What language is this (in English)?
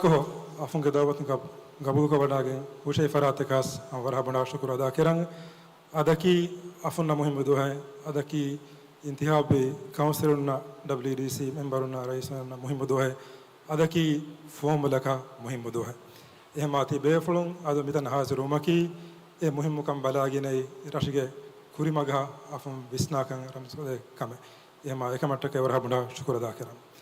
Divehi